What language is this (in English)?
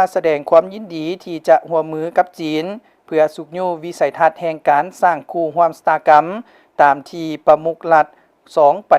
Lao